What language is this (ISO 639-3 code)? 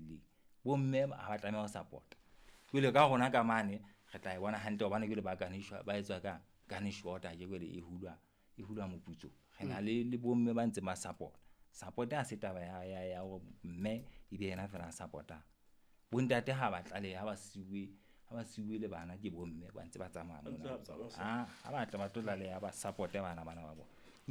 sot